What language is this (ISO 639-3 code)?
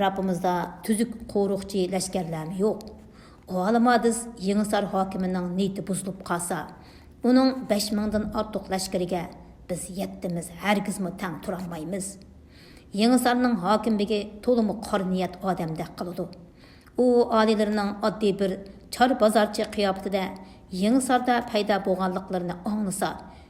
uig